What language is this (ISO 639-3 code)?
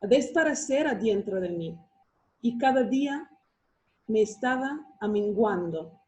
lad